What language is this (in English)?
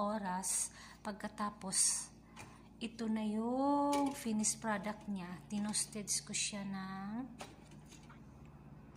Filipino